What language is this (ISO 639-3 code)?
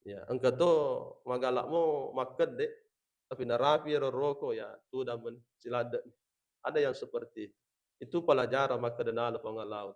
bug